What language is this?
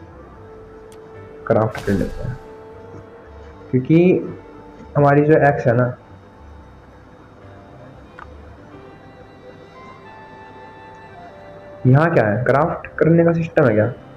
Hindi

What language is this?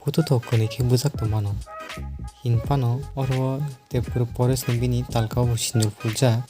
Kok Borok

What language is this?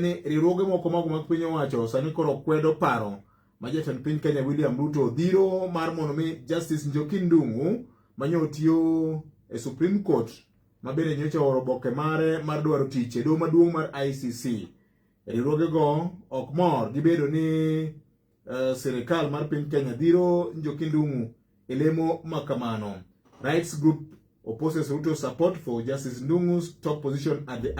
Luo (Kenya and Tanzania)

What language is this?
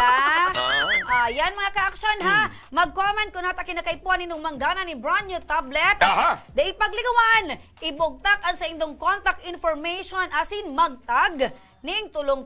Bikol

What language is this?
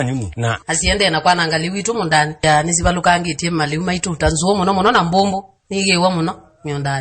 Kamba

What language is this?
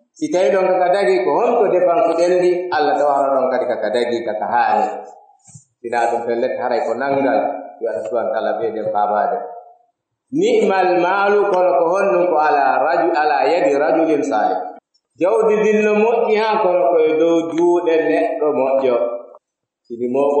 Pular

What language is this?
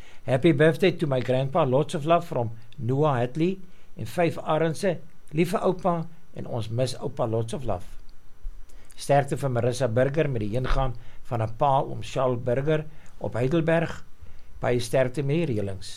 Afrikaans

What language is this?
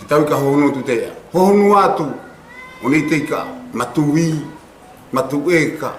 South Marquesan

